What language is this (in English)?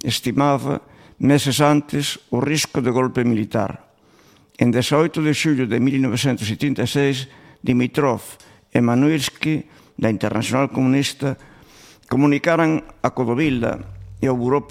Galician